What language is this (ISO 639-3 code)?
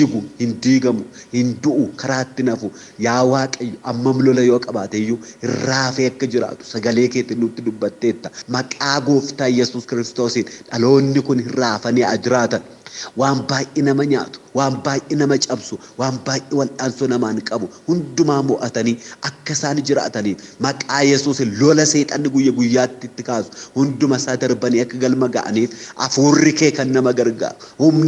orm